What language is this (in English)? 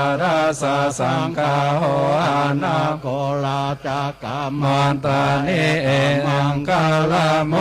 Pali